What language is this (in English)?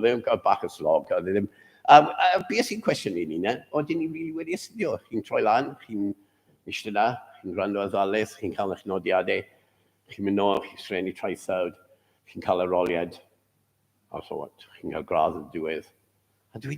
Welsh